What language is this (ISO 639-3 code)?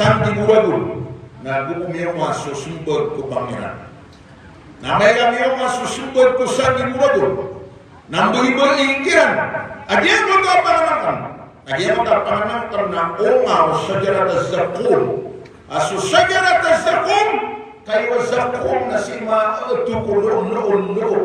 mrw